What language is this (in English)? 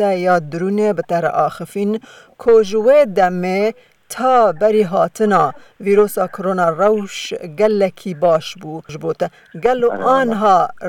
Kurdish